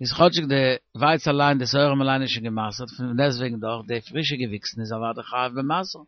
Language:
Yiddish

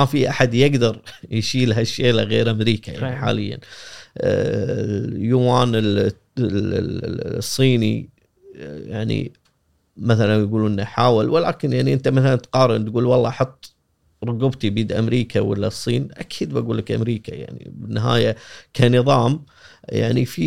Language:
Gulf Arabic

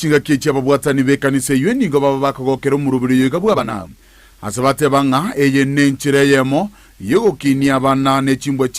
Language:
Gusii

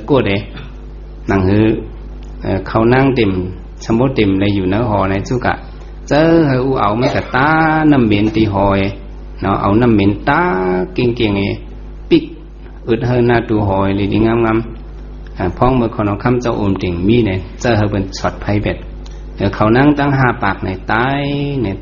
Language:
Shan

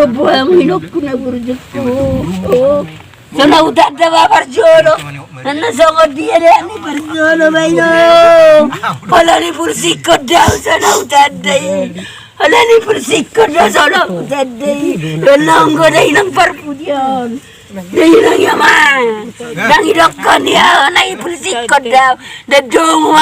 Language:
Batak Toba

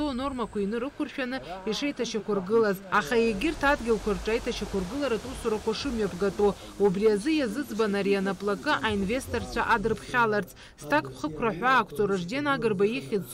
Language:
Abkhazian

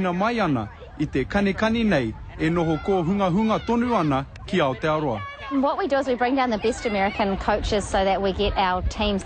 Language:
Māori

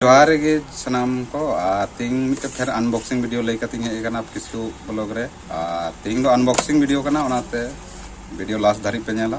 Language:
Santali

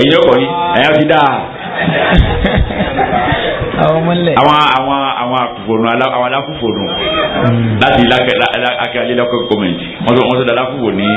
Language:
Yoruba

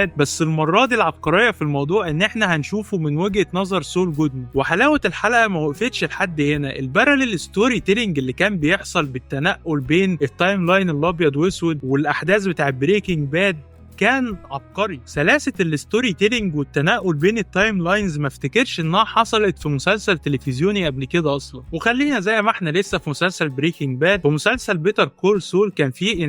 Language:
Egyptian Arabic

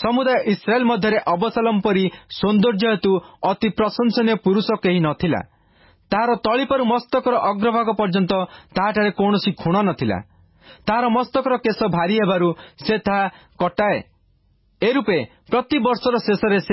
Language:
Odia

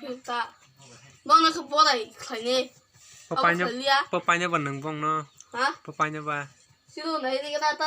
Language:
Kok Borok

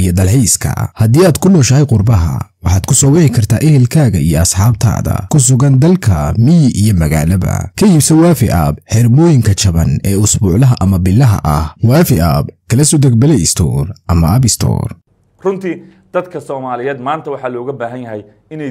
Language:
Somali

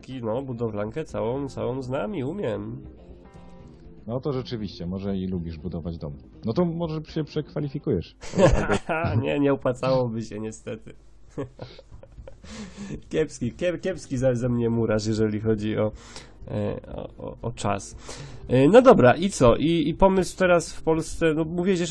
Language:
Polish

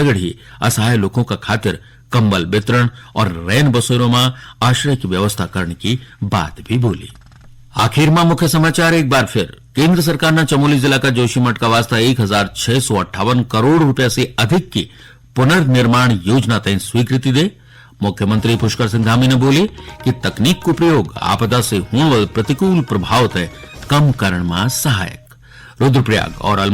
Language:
Garhwali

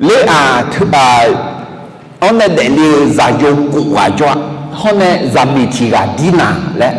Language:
Akha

